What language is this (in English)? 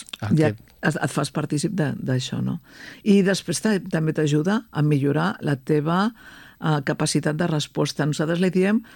Catalan